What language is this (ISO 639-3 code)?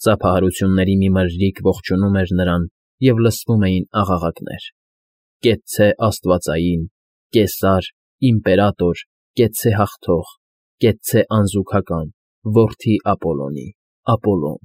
hye